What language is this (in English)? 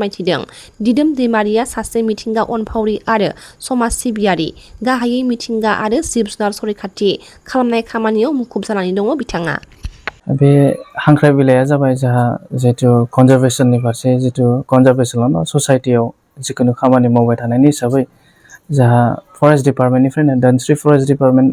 Bodo